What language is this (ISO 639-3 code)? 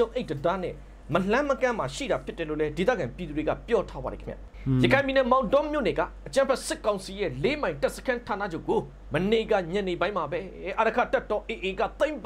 mya